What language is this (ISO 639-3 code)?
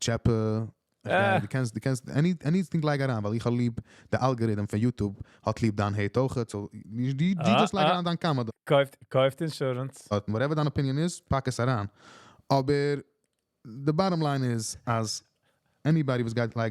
yid